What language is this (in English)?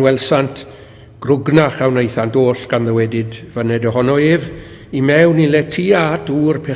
Welsh